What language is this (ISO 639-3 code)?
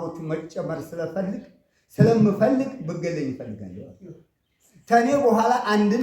amh